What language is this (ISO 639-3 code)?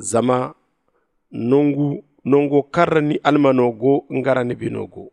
dje